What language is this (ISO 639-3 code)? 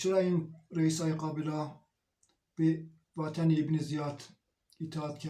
zza